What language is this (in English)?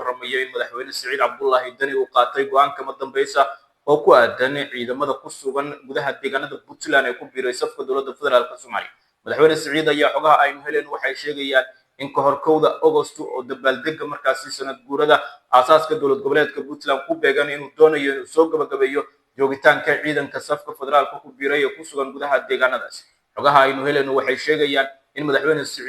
Somali